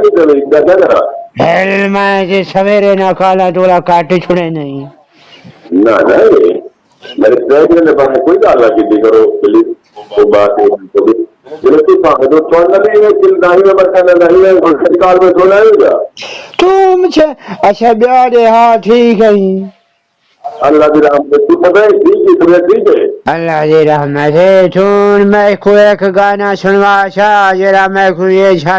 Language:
Saraiki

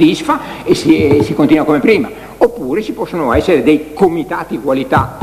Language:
Italian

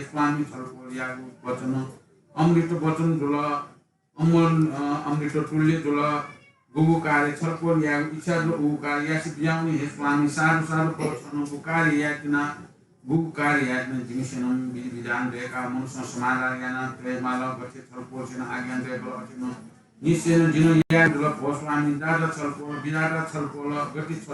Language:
Newari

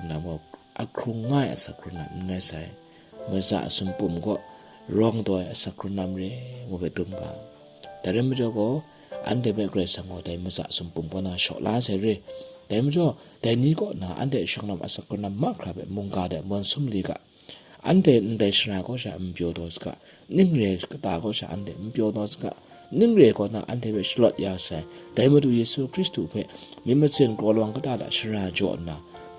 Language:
Kachin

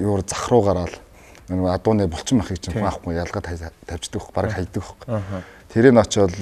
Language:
Mongolian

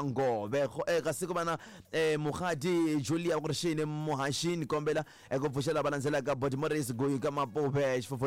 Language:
Tsonga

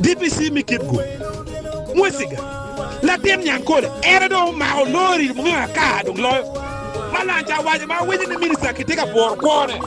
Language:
Acoli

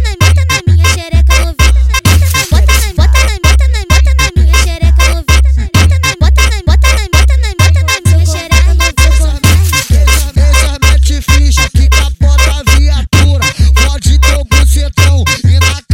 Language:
Portuguese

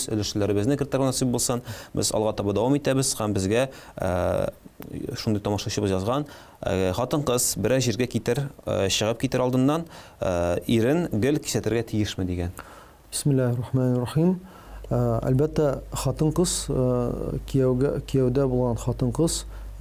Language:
Tatar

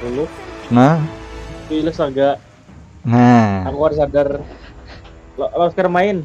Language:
Banjar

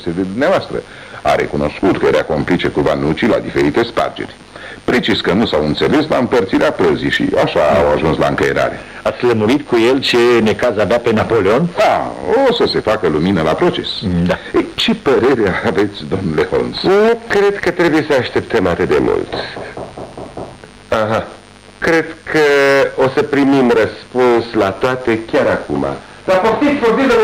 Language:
Romanian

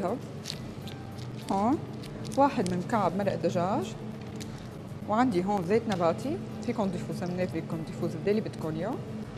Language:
North Levantine Arabic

